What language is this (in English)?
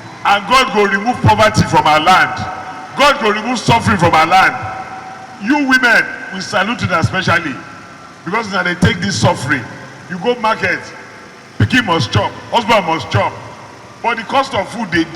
Nigerian Pidgin